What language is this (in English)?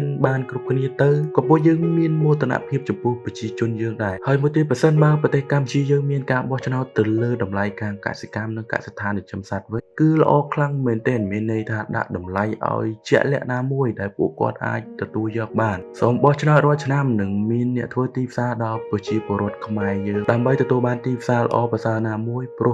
Khmer